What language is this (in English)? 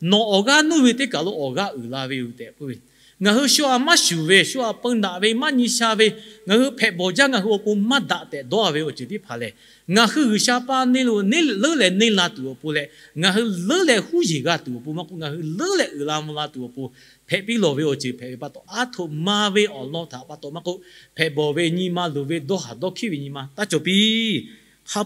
Lahu